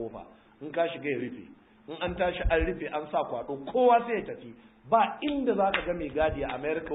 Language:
Hausa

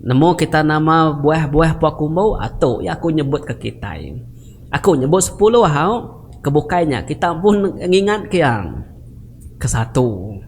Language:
Iban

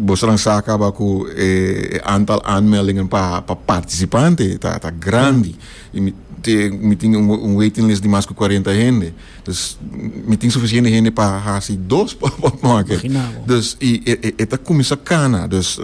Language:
Papiamento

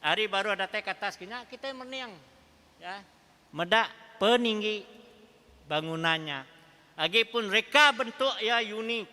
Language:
Iban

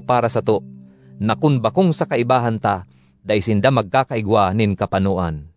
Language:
Bikol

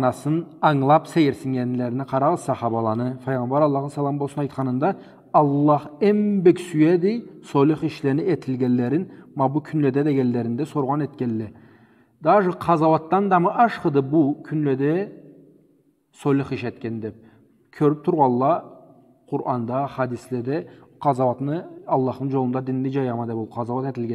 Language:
Karachay-Balkar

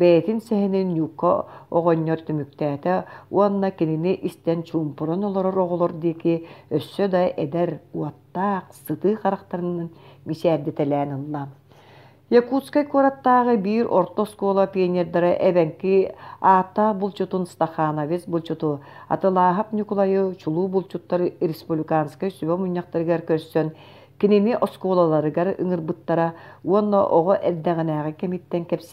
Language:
Yakut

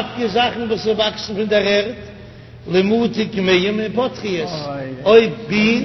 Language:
Yiddish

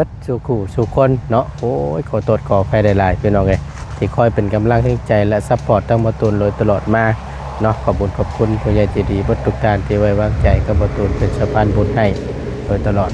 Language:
Northeastern Thai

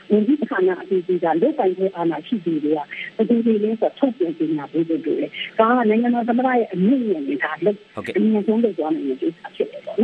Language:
Burmese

